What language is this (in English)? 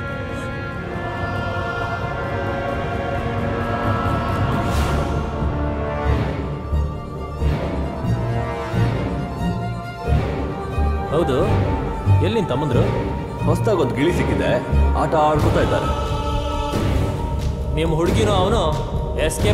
Kannada